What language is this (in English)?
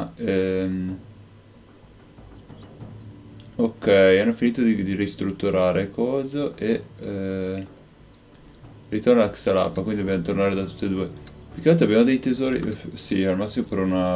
Italian